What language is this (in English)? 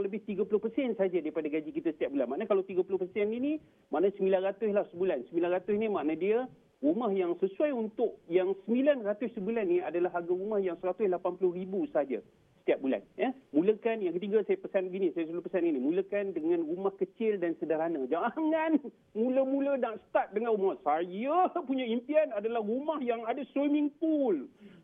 Malay